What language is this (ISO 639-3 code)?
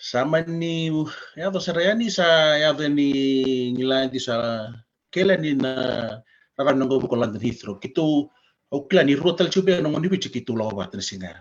fij